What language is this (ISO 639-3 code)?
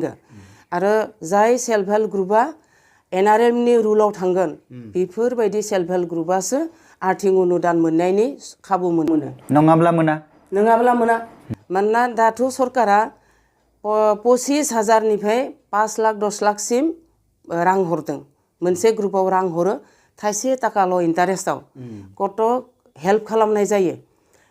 brx